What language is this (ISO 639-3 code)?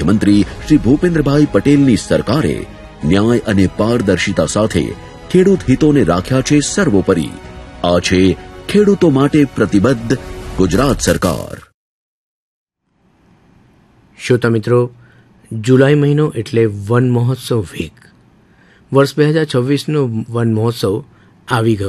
guj